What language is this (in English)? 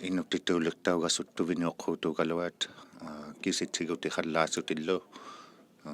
Inuktitut